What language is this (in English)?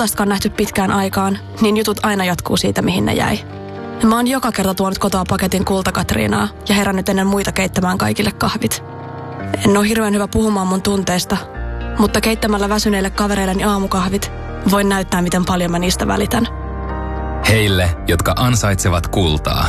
Finnish